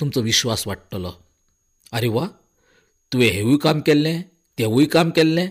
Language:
Konkani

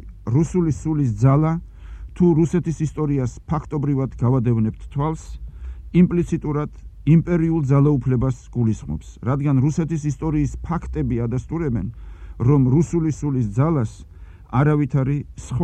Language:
Georgian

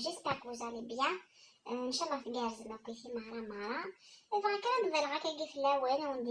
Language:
Kabyle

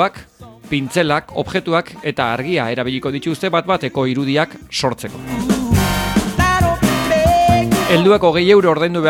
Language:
Basque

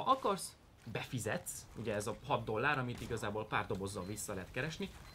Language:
Hungarian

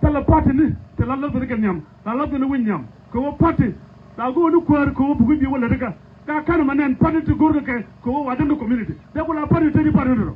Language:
Nuer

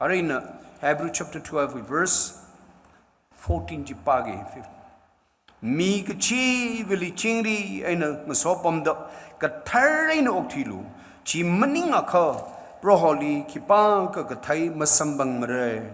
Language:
Tangkhul Naga (India)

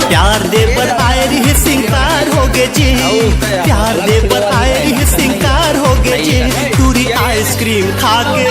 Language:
Chhattisgarhi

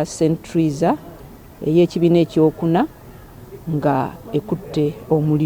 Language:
Ganda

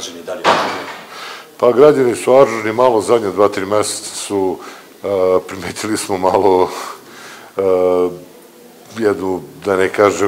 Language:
Serbian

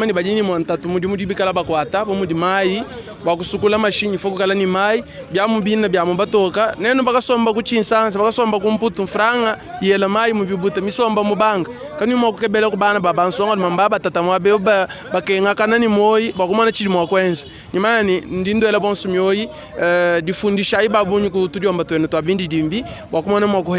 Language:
Luba-Lulua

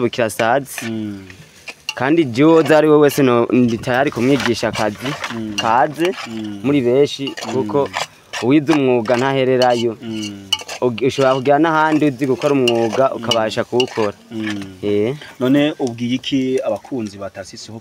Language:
Rundi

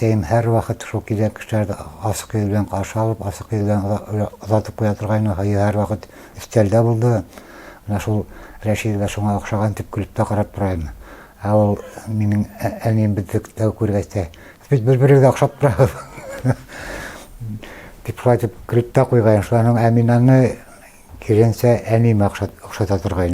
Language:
Bashkir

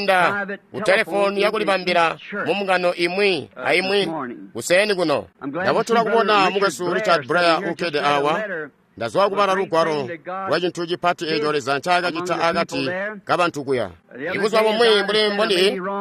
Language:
Tonga (Zambia)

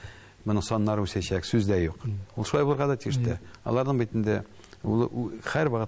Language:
Tatar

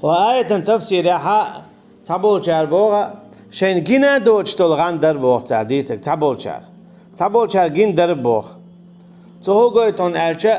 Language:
Chechen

